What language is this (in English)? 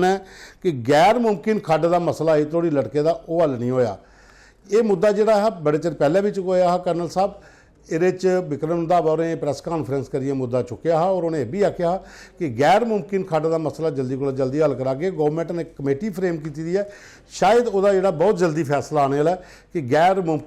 Dogri